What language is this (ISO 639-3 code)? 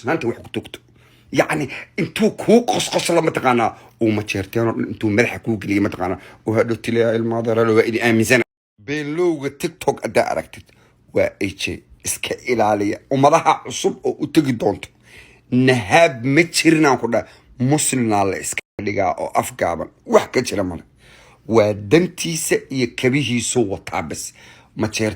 som